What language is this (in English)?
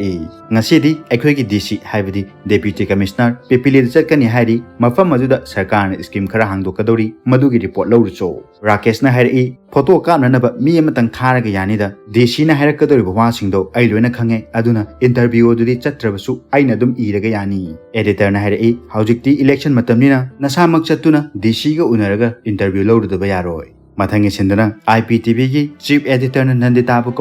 Manipuri